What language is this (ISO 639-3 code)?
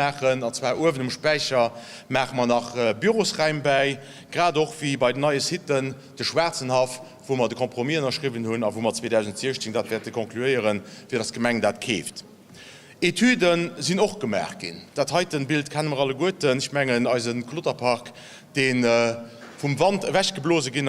ltz